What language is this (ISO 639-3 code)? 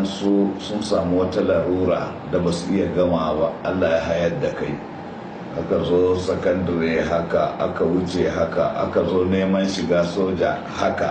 hau